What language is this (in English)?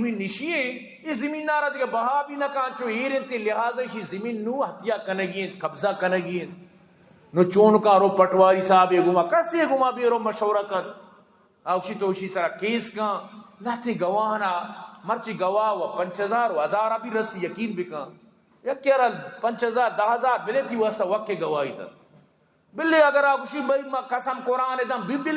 Eastern Balochi